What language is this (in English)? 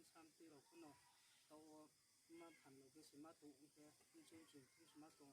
Riang (India)